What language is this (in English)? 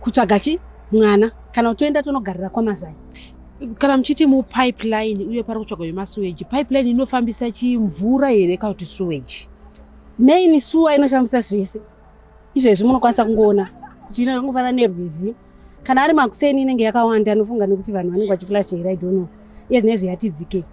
Shona